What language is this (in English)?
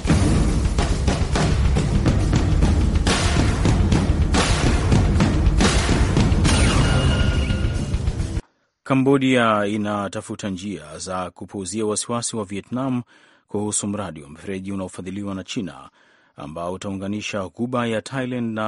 Swahili